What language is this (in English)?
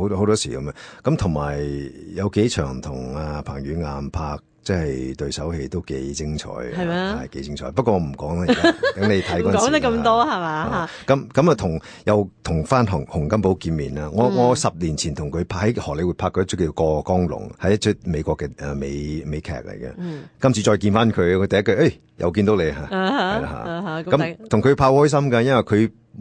Cantonese